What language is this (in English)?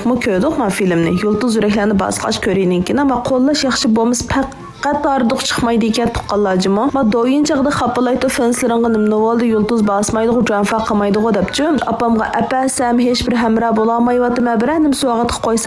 Uyghur